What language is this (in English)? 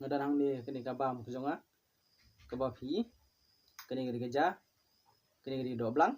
Khasi